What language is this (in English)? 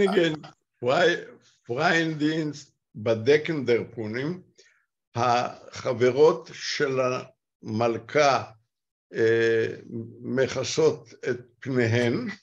Yiddish